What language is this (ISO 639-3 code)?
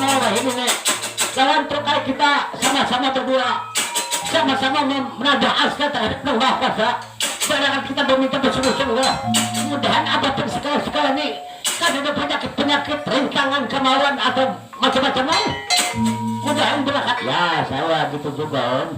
bjn